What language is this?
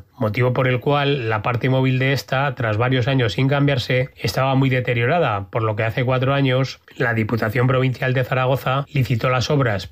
Spanish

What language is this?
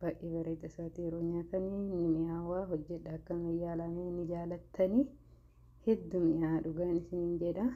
Oromo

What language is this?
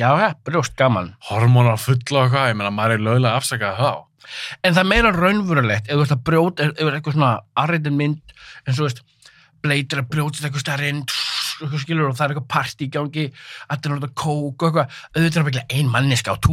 Icelandic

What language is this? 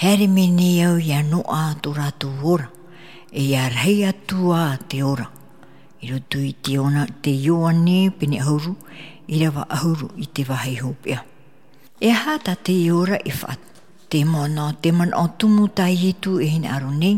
Tahitian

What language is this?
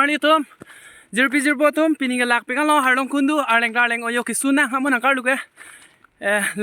Karbi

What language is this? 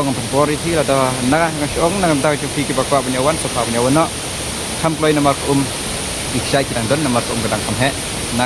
Khasi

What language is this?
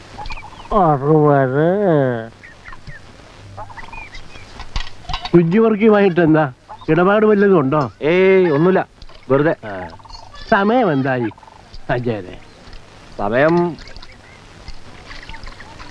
Malayalam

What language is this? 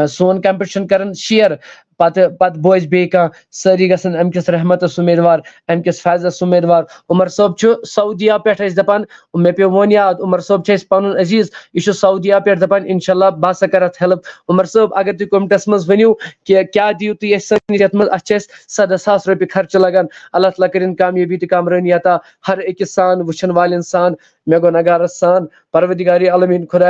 Kashmiri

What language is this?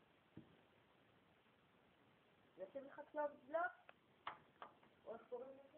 Hebrew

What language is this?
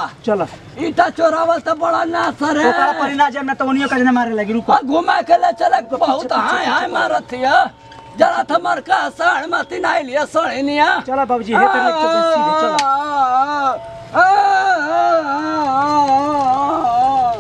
Bhojpuri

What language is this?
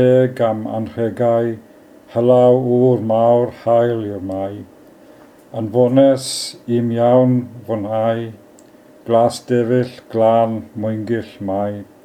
Welsh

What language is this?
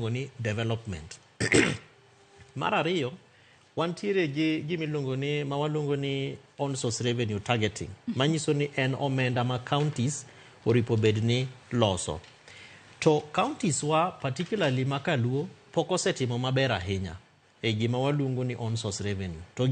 Luo (Kenya and Tanzania)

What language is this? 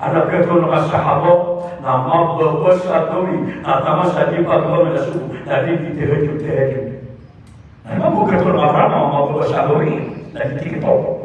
Maranao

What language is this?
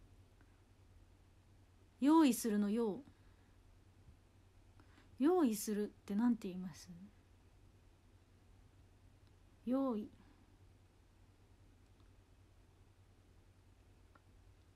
Japanese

